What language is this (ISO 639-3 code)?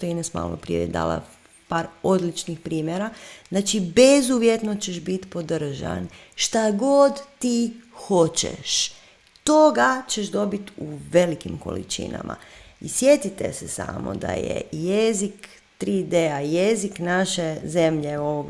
hrv